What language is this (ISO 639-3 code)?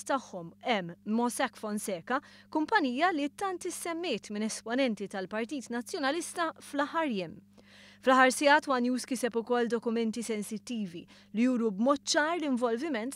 mlt